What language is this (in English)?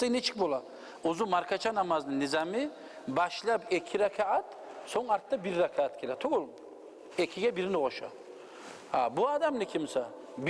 Kumyk